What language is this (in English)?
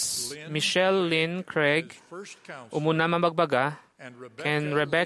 Iloko